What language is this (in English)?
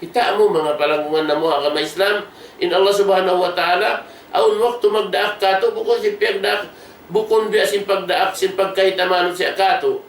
Tausug